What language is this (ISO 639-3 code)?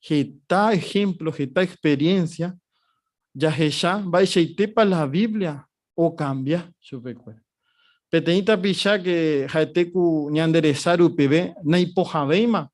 grn